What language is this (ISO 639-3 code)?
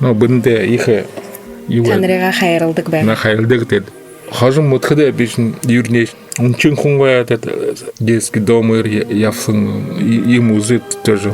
bua